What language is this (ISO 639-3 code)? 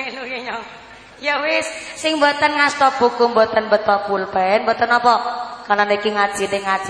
jav